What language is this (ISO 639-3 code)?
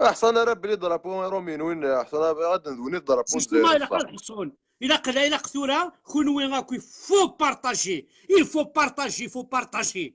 kab